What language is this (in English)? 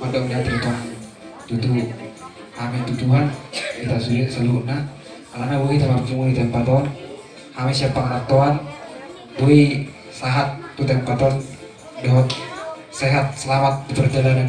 Batak Toba